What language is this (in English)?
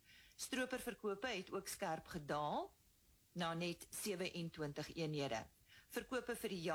Afrikaans